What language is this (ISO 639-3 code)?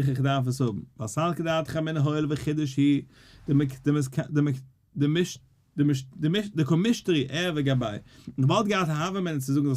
yid